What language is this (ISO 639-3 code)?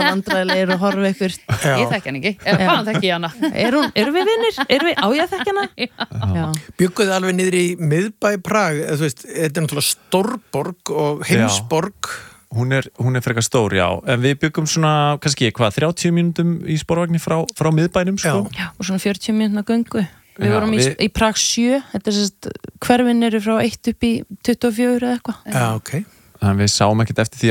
isl